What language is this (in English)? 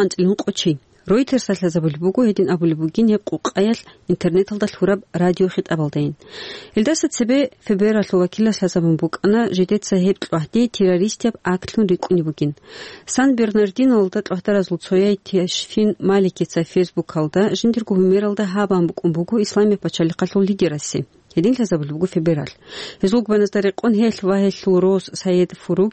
Avaric